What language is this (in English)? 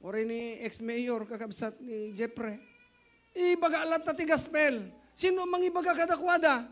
Iloko